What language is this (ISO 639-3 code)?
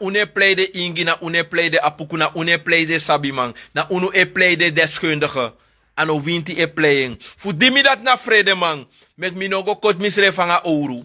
srn